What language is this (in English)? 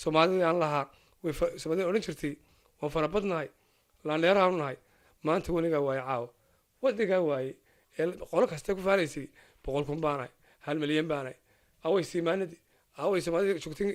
Somali